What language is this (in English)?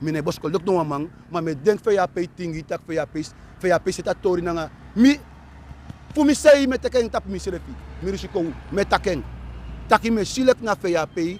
Sranan Tongo